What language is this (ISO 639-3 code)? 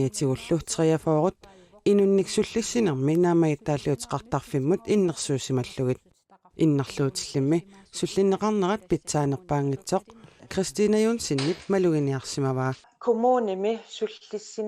kal